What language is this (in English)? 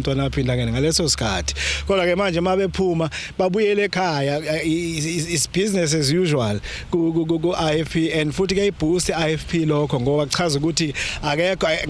Zulu